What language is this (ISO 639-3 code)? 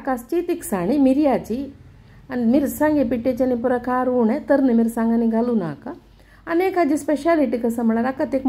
kok